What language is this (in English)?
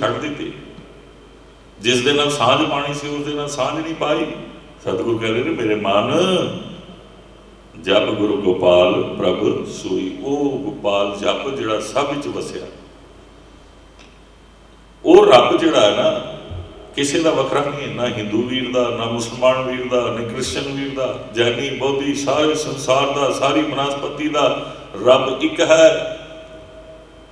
Punjabi